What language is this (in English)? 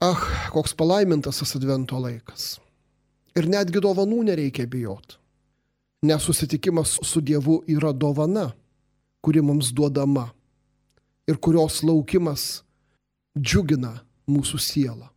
Lithuanian